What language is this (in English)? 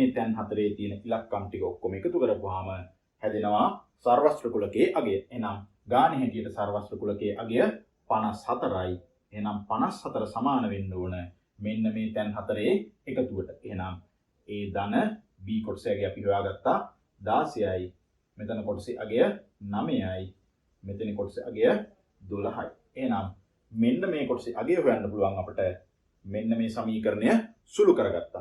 Sinhala